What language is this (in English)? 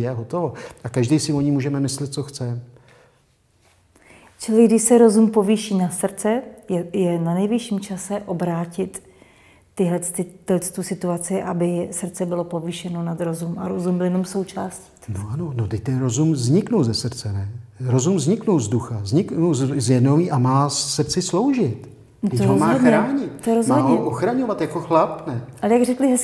Czech